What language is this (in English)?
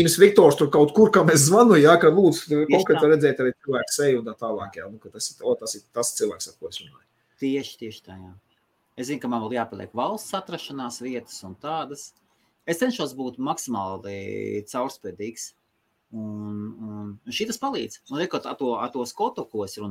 Latvian